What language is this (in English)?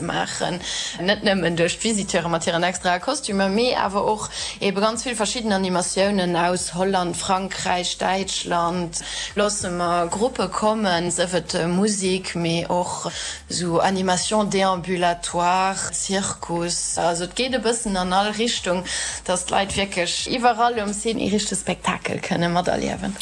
Luxembourgish